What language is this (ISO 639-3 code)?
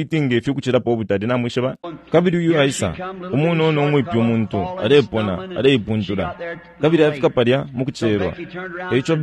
bem